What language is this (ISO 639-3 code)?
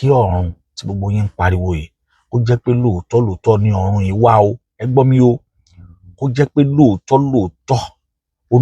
yor